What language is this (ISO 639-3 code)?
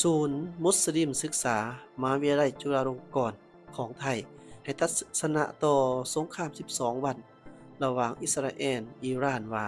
lao